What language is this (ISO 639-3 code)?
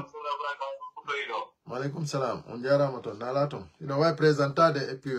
fuf